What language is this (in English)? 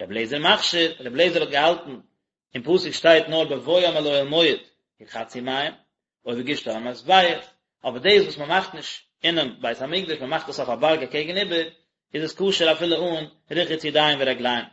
Yiddish